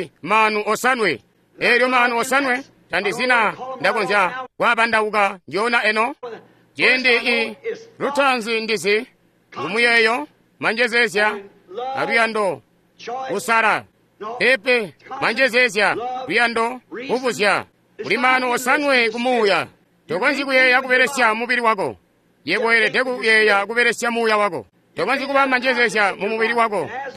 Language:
Tonga (Zambia)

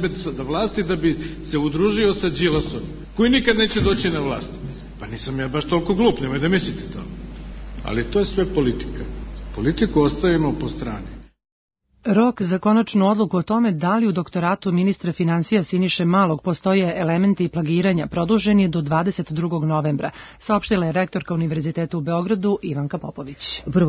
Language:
Serbian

